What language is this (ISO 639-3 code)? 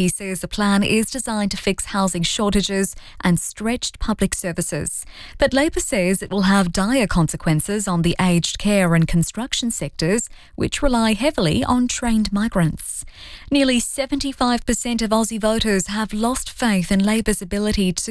eng